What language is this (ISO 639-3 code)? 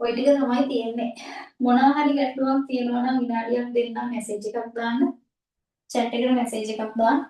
sin